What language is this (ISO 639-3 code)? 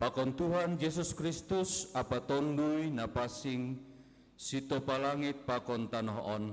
bts